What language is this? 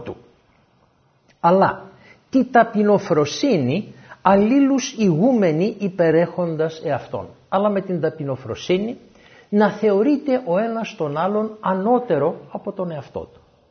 Greek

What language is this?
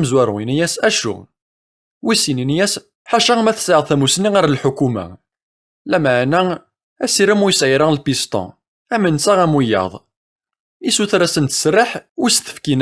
Kabyle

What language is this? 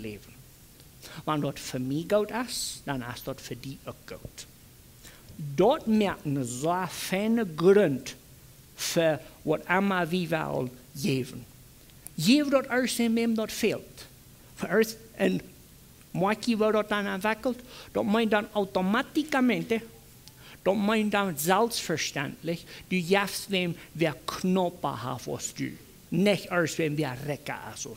Plautdietsch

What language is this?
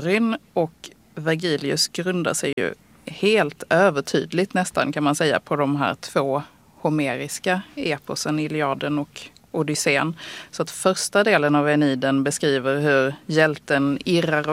Swedish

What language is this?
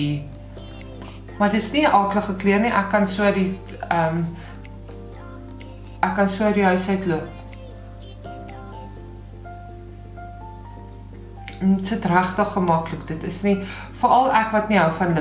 Afrikaans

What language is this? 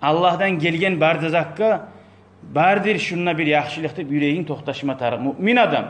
Kumyk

